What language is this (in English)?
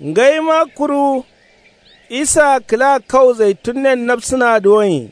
Kanuri